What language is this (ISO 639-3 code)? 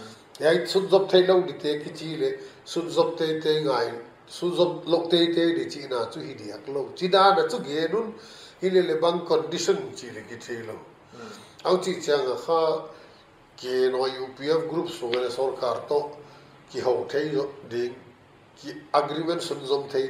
pck